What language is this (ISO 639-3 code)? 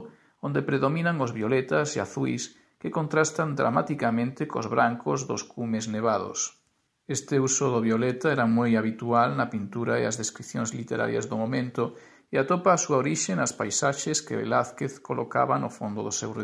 glg